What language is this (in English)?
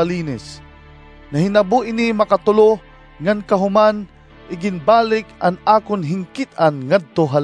Waray